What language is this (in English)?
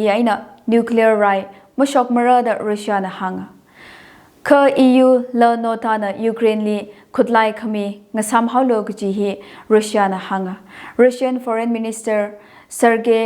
Tangkhul Naga (India)